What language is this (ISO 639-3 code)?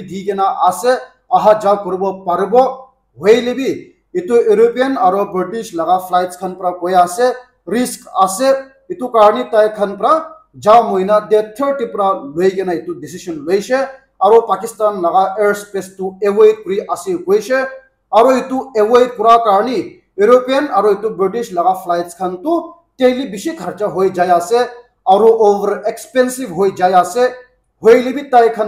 nag